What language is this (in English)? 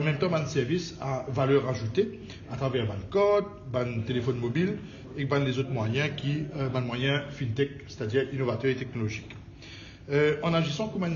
Morisyen